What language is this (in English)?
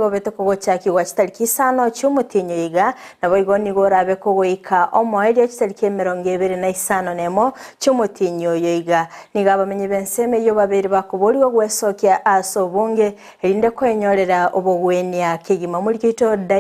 Gusii